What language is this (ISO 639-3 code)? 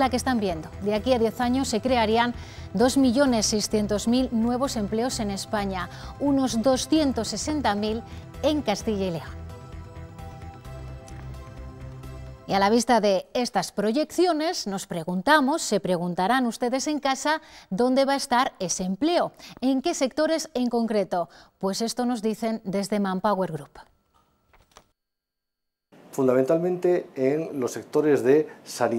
spa